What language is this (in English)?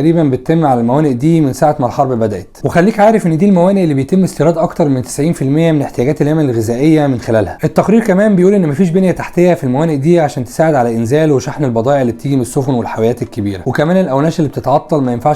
Egyptian Arabic